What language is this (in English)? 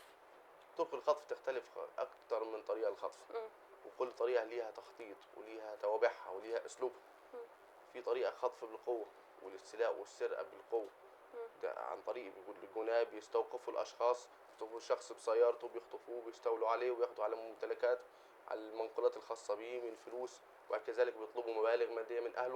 Egyptian Arabic